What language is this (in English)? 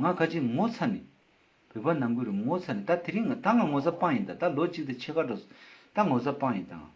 Tibetan